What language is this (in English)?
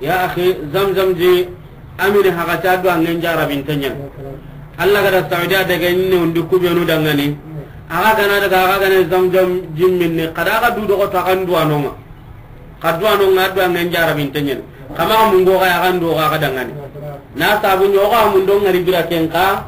Soninke